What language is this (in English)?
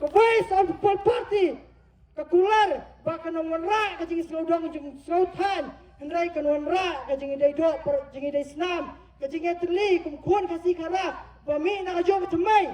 Khasi